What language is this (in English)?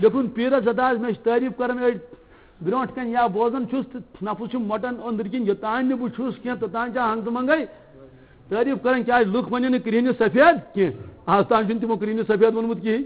Kashmiri